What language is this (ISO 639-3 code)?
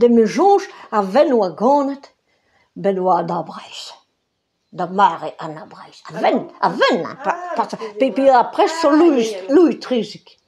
bre